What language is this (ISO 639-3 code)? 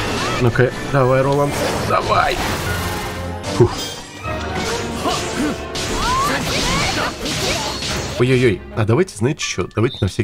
rus